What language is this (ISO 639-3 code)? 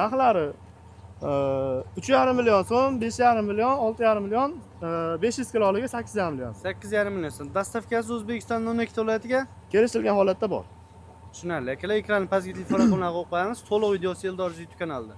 uzb